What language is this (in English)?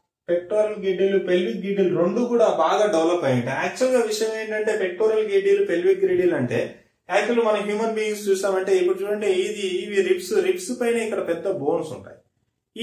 Telugu